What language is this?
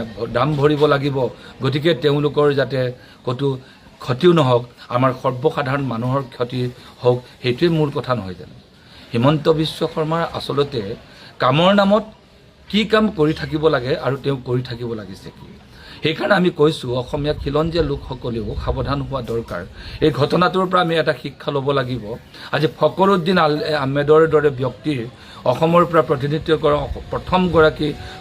Assamese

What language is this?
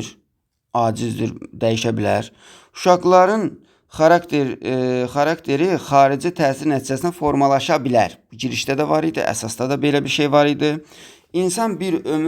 Azerbaijani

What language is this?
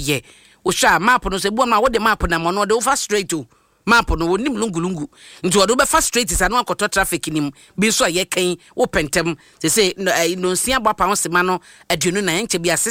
Akan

